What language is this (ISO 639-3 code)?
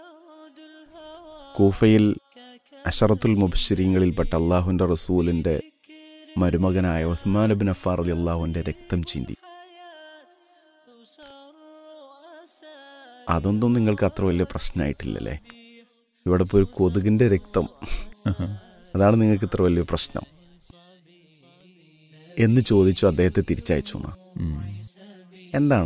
mal